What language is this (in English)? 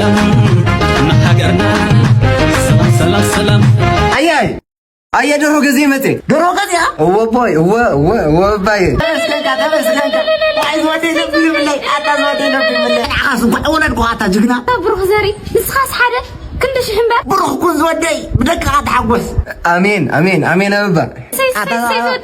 Tigrinya